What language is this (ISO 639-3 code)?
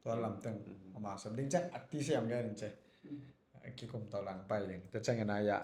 ctd